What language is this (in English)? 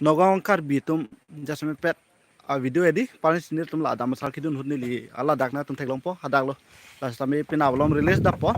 Karbi